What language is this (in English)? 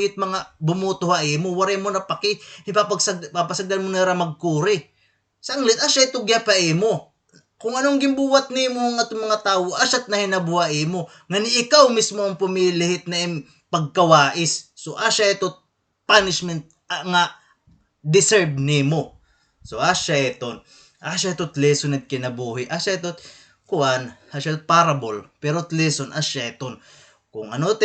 Waray